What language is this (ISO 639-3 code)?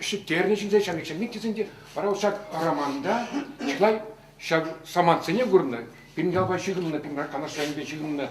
chv